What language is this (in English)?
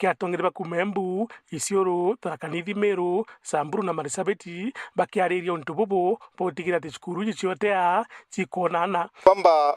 Meru